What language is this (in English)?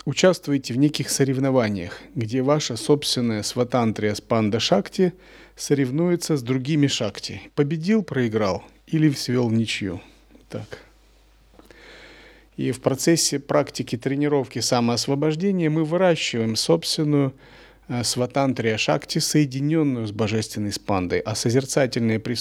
Russian